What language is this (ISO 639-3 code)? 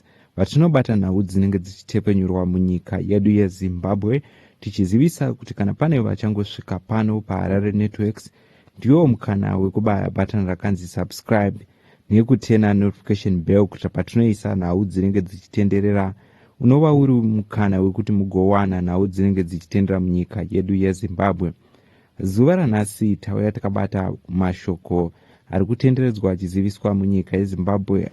sna